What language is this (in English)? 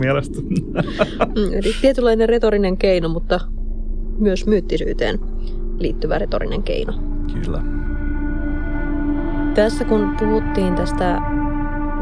Finnish